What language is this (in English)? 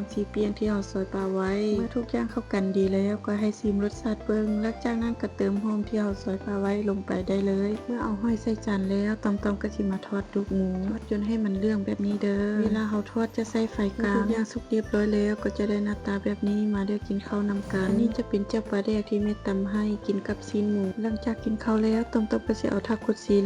Lao